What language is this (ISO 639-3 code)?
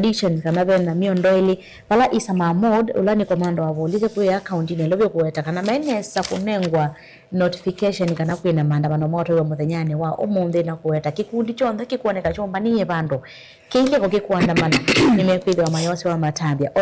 kam